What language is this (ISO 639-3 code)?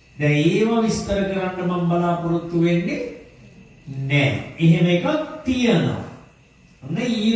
sin